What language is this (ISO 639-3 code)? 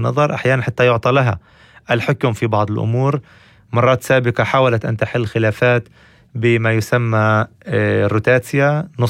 apc